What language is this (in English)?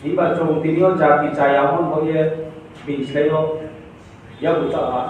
Riang (India)